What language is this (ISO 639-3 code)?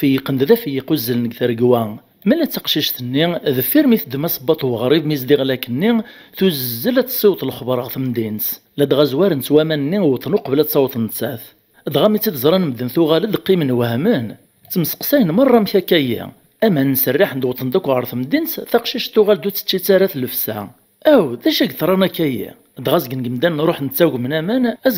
kab